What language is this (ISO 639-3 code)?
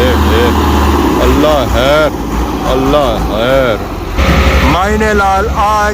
phr